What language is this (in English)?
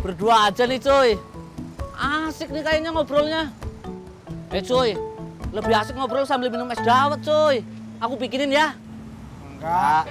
Betawi